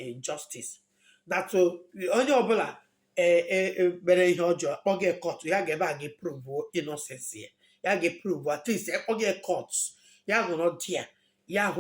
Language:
Igbo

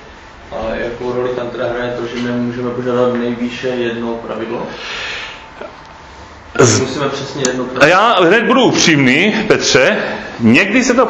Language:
Czech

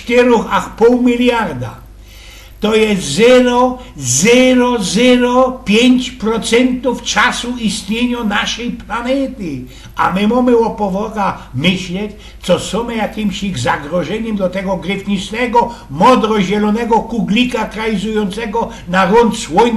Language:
Silesian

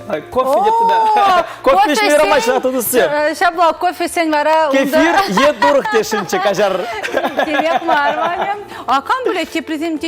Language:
Chuvash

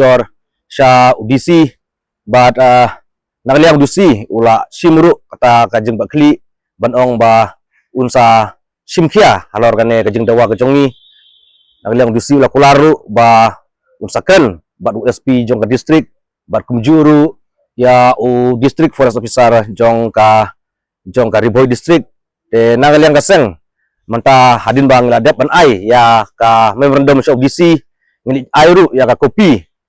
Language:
Khasi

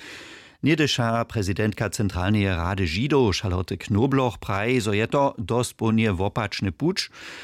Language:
Upper Sorbian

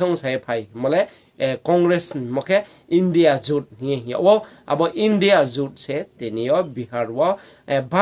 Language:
Riang (India)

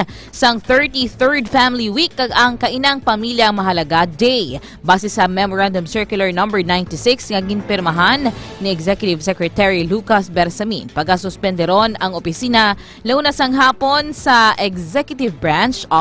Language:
Hiligaynon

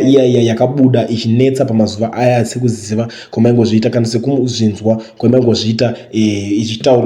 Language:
Shona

